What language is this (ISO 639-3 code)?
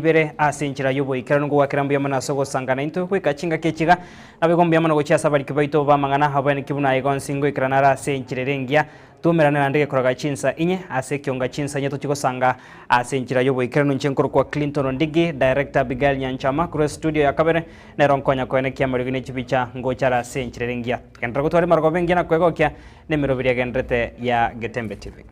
guz